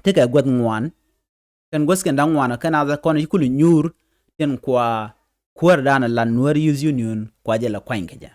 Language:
Nuer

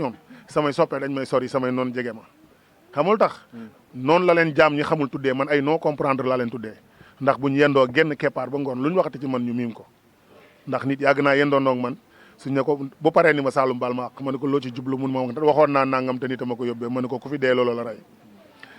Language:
Wolof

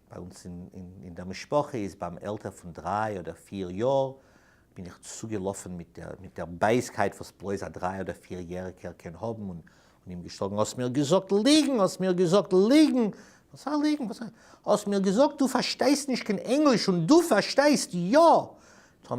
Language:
Yiddish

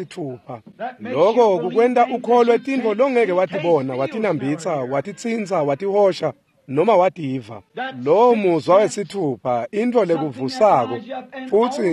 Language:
Swati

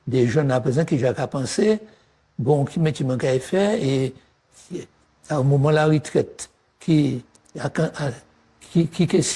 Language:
Guadeloupean Creole French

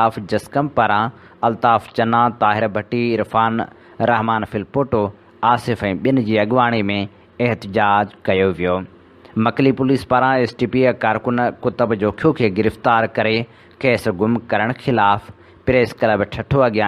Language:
Sindhi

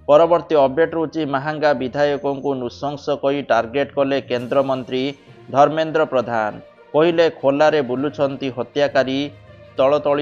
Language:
Odia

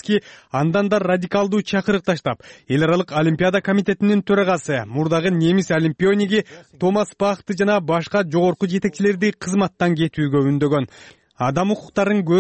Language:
Kyrgyz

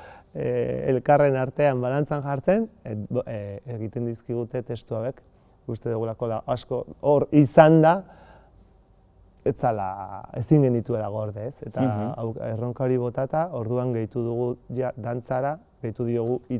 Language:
Basque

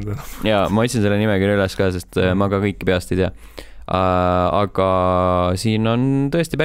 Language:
Estonian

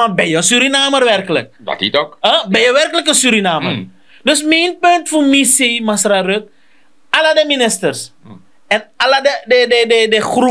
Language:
Sranan Tongo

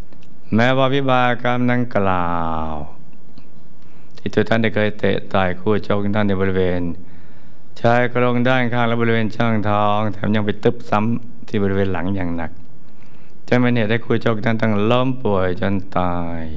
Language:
Thai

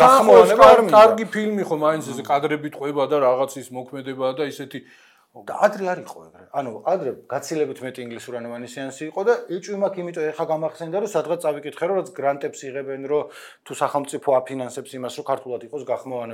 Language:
Georgian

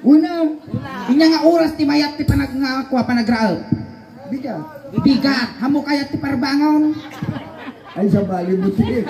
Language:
Iloko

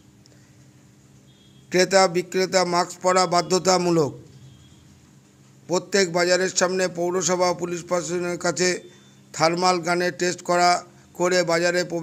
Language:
Bangla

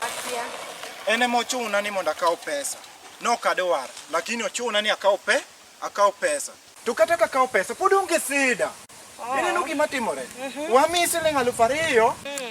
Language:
Luo (Kenya and Tanzania)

